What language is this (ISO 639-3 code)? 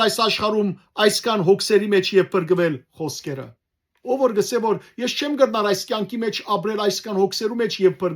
hyw